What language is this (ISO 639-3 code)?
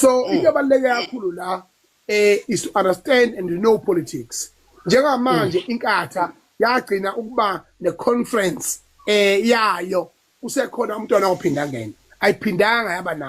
zul